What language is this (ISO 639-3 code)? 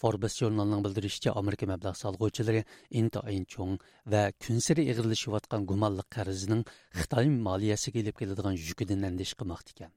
uig